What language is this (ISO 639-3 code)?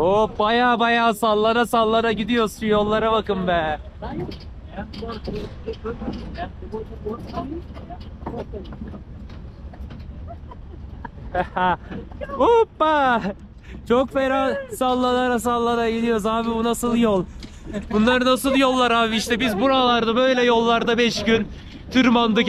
tur